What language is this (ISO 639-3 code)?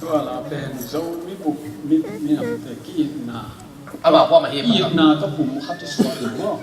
ctd